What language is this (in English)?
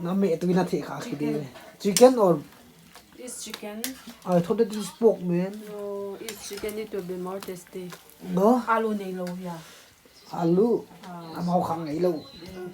Paite Chin